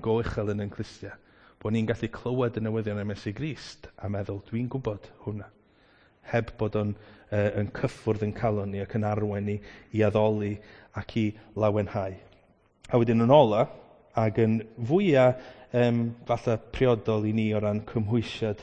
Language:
Welsh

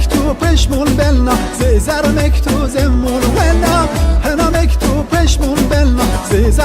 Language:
Zaza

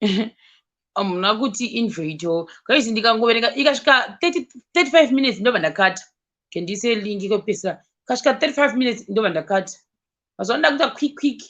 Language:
Shona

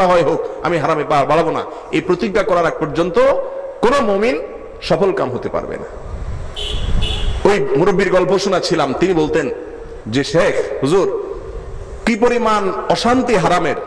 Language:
Bangla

